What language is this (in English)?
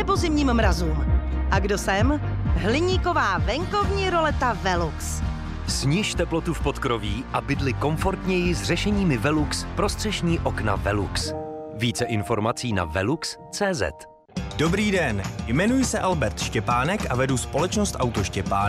Czech